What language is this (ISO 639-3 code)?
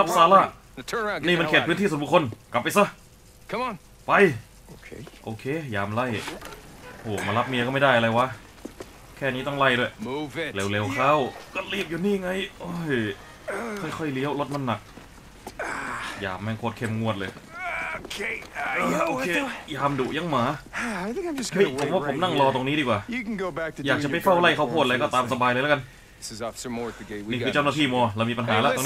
tha